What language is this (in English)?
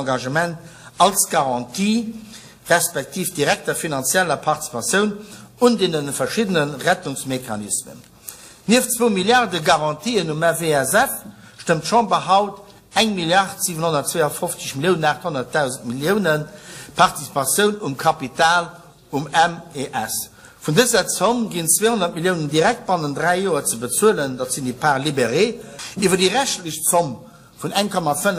Luxembourgish